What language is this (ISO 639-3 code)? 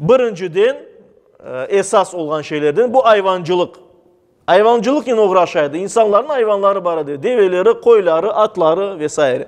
crh